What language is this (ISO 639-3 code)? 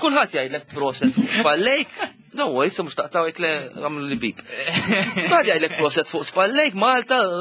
mlt